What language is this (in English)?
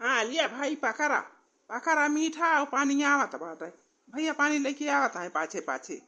Awadhi